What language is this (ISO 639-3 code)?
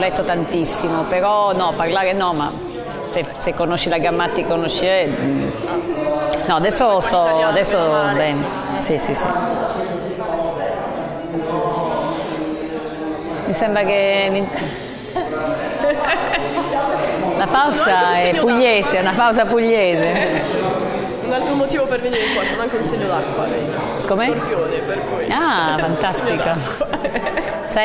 ita